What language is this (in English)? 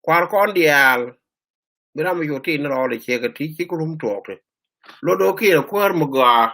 Nuer